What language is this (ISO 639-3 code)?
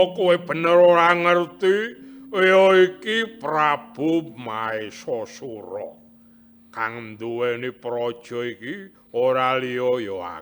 jav